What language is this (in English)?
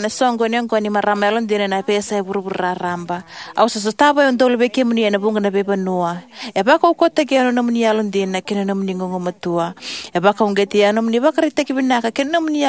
Fijian